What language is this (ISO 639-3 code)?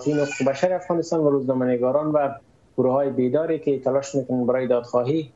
fas